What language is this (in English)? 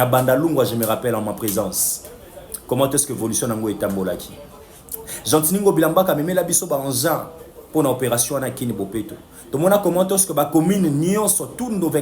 Lingala